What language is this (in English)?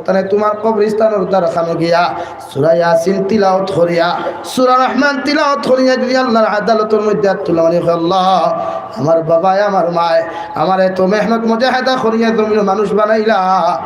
Sylheti